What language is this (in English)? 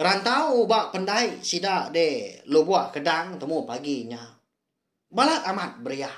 Iban